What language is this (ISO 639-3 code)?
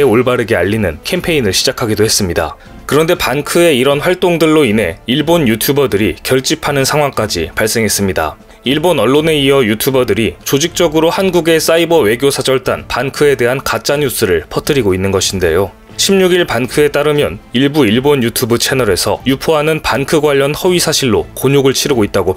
kor